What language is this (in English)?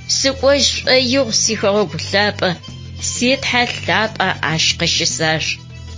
Adyghe